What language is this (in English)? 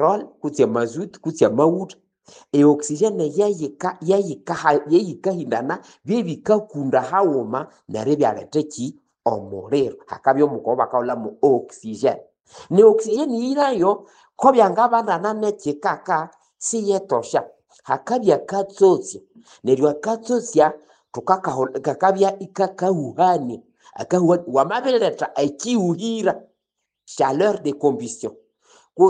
Nande